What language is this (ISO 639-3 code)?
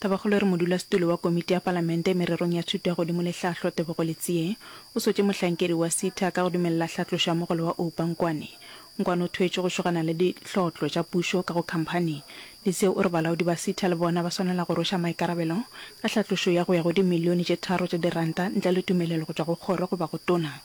nso